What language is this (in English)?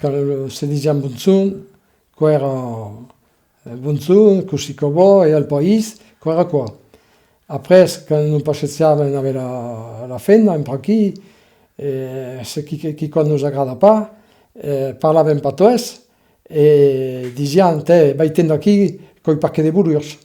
Occitan